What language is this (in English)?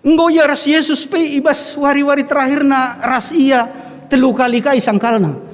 Batak Karo